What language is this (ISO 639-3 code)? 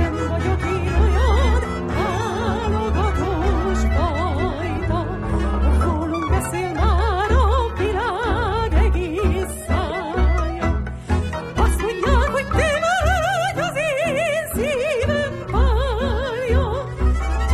hun